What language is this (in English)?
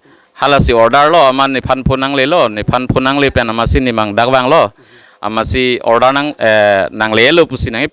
Karbi